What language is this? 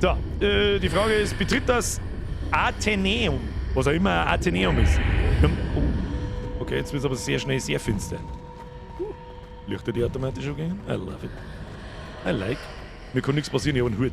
Bavarian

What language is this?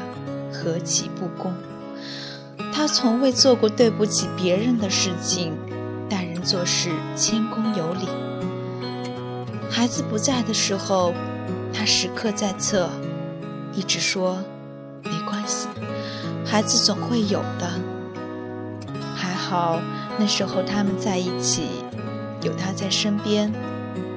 Chinese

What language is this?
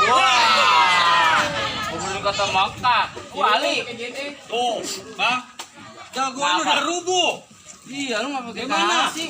Betawi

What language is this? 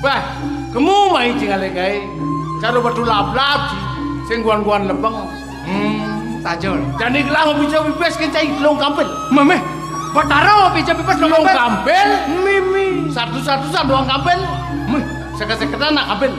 Balinese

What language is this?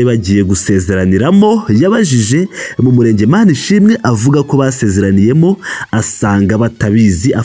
Kinyarwanda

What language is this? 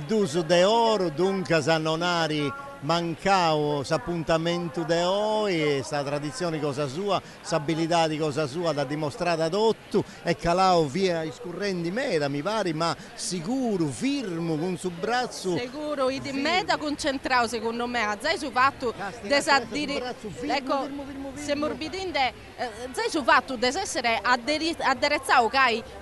Sardinian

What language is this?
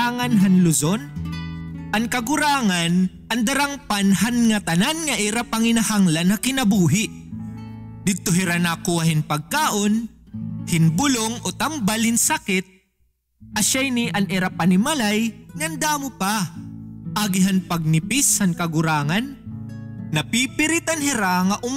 Waray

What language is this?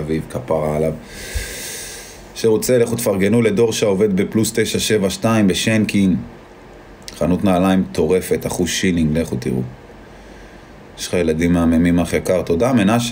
Hebrew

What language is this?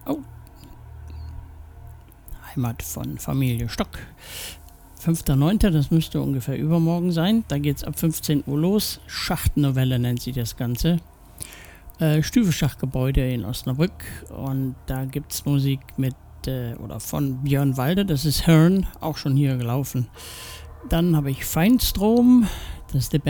German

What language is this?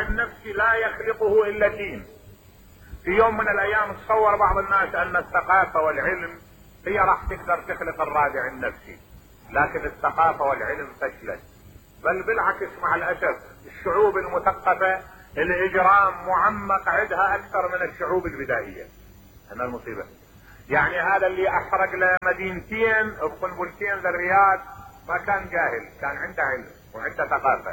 Mesopotamian Arabic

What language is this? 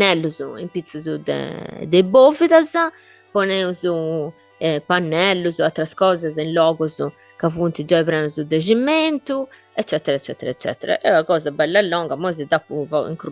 Sardinian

